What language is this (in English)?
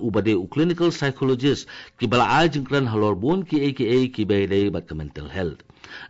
Khasi